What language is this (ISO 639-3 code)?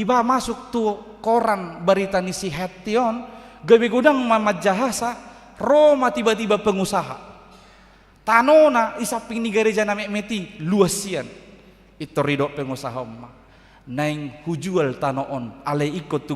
bbc